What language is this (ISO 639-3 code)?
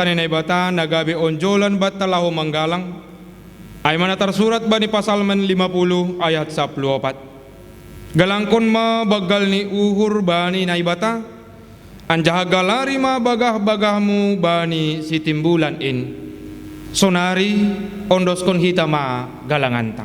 bts